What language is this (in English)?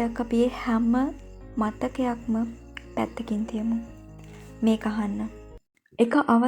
Sinhala